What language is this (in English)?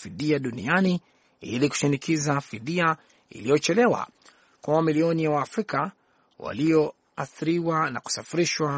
Swahili